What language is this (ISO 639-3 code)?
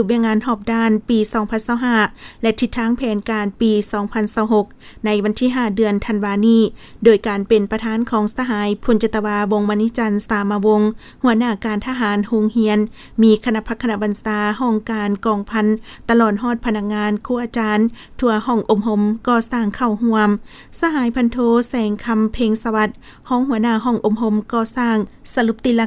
lao